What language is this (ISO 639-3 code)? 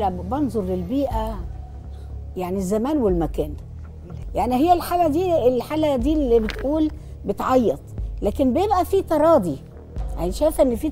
arz